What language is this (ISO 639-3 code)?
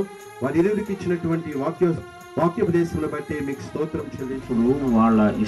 tel